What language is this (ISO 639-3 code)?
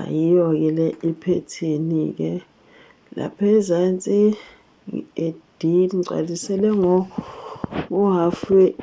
zul